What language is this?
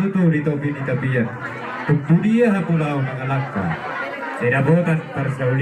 Batak Toba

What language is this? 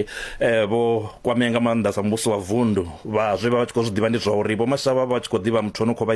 Venda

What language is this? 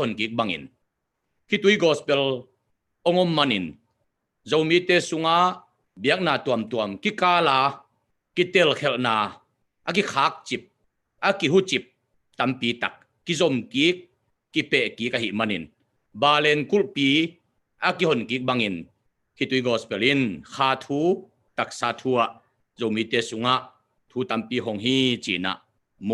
Tedim Chin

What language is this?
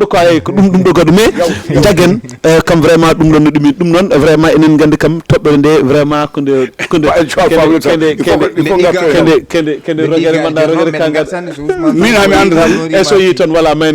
Fula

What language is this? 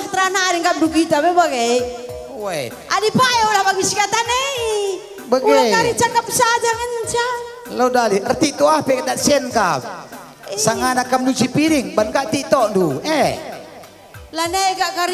Batak Karo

